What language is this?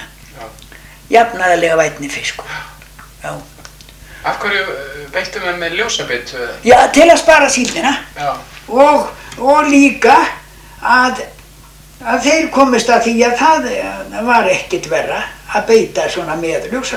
Icelandic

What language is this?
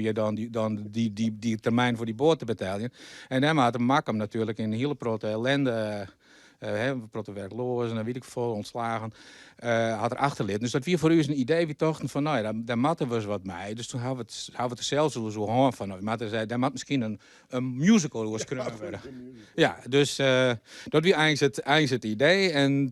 Western Frisian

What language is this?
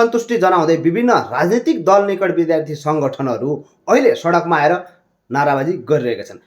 Nepali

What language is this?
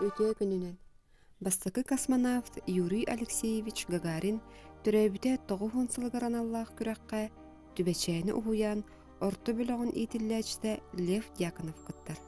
Yakut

